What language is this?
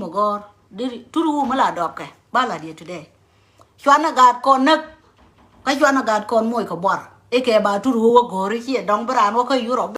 Nuer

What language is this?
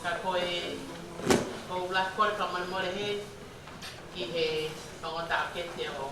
Tongan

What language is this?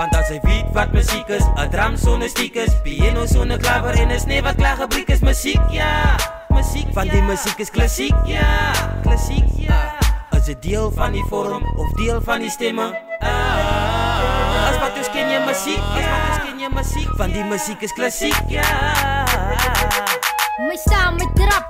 Afrikaans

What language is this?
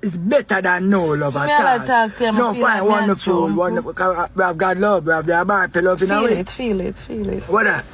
Jamaican Creole English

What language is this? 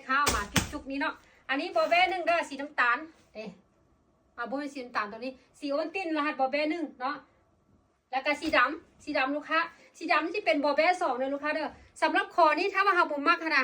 Lao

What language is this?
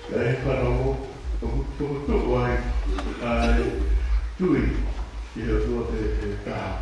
Tongan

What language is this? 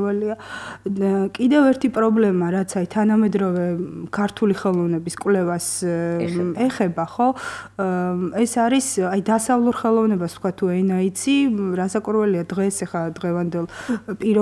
Georgian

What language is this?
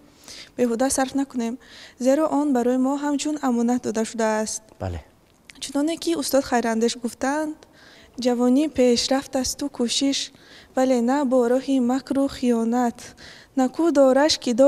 Tajik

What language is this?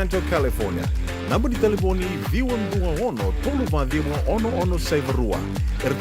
Fijian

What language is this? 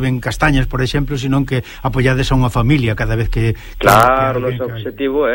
Galician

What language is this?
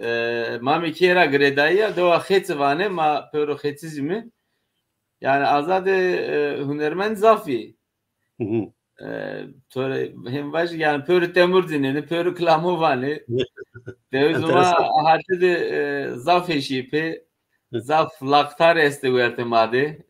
Zaza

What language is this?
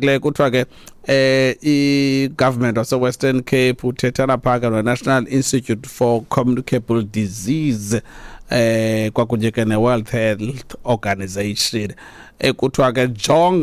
Xhosa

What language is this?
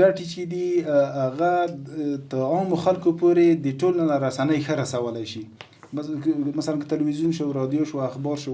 Pashto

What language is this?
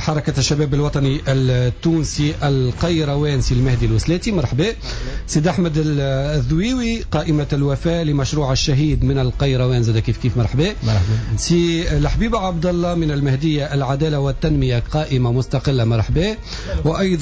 Tunisian Arabic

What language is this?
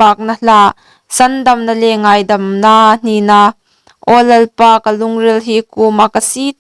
Hmar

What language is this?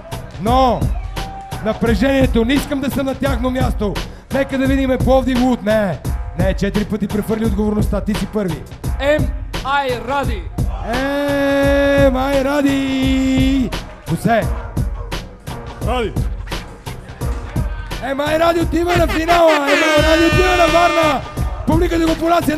Bulgarian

